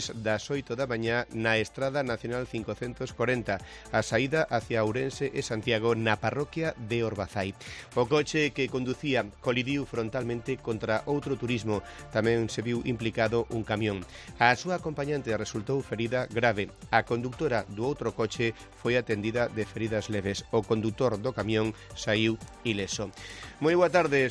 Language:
Galician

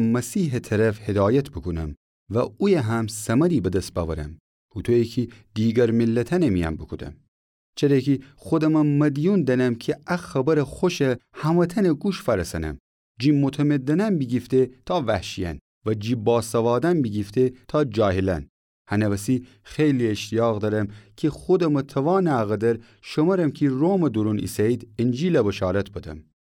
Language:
Gilaki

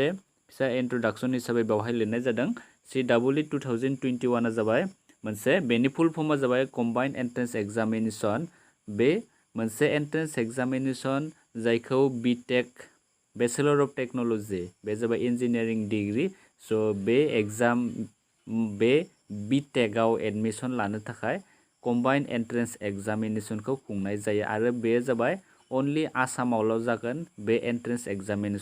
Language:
Bodo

